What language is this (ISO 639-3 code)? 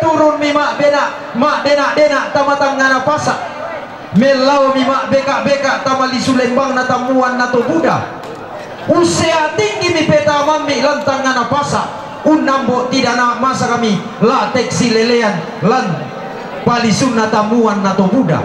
sda